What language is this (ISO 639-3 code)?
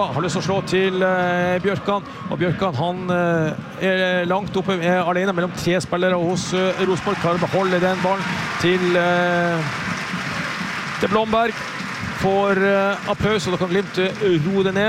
nor